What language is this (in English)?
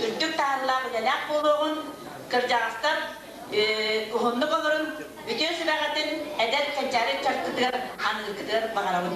Yakut